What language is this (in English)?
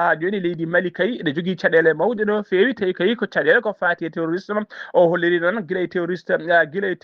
Fula